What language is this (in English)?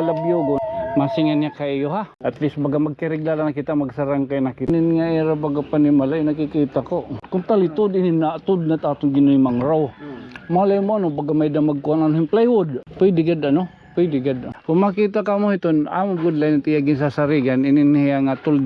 Waray